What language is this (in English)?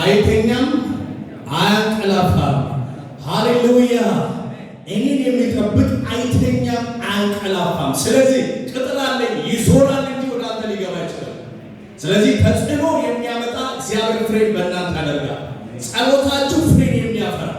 Amharic